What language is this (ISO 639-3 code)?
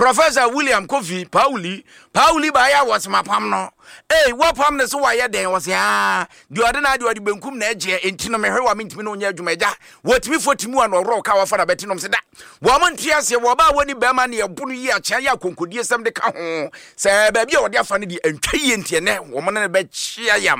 aka